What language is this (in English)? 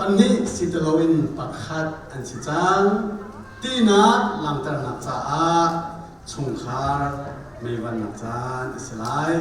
Hakha Chin